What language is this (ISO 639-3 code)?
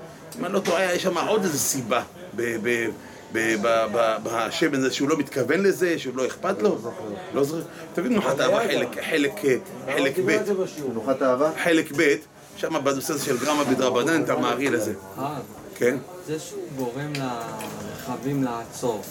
heb